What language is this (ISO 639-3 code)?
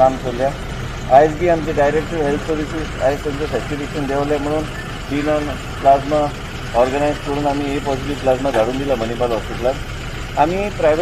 kok